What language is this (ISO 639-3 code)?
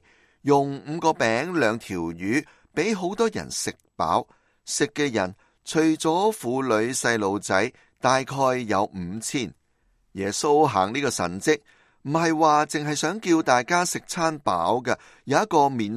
yue